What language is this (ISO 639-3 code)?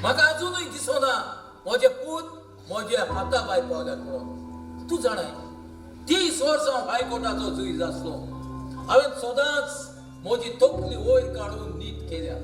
kok